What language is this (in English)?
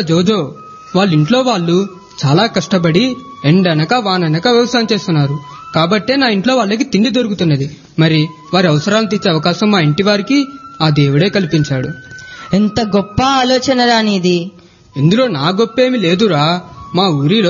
Telugu